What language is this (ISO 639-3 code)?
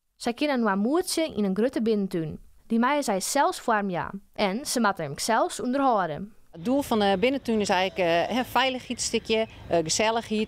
fry